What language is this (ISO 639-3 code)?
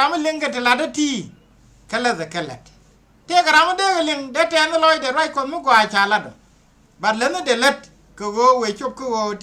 nus